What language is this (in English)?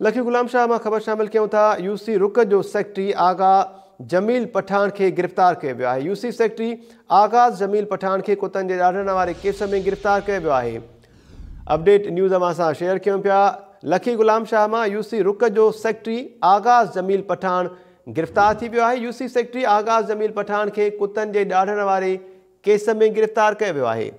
Sindhi